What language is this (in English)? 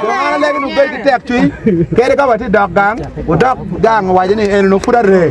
Acoli